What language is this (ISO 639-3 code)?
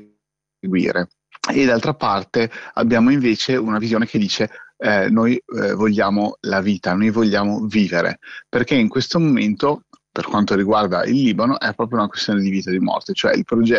ita